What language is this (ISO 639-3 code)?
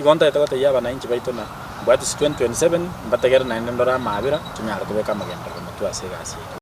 guz